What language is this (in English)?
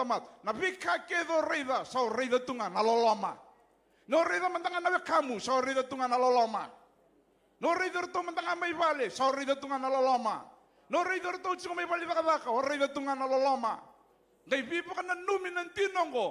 Fijian